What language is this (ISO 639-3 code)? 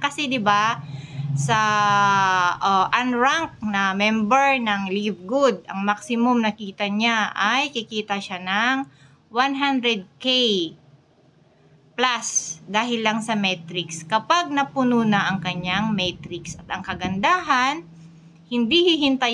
fil